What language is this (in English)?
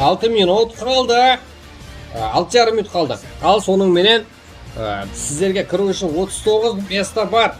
Kara-Kalpak